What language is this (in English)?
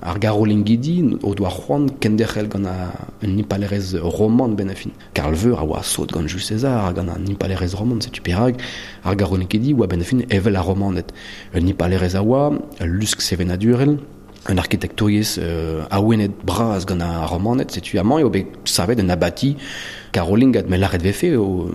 Breton